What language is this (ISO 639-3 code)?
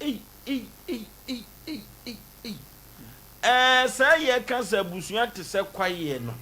aka